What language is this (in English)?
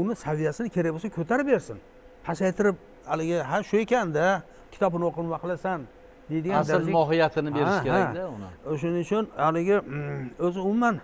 Uzbek